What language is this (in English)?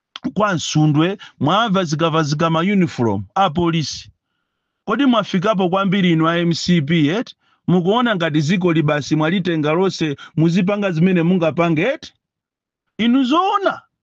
Nyanja